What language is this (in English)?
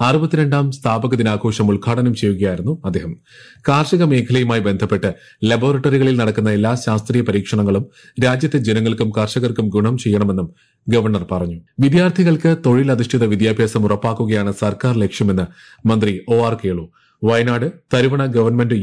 Malayalam